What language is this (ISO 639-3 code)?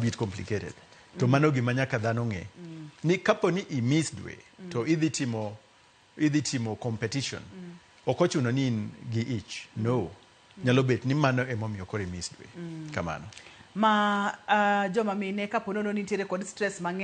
luo